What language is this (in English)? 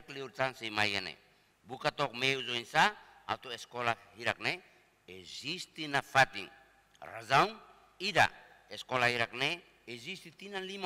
Tetum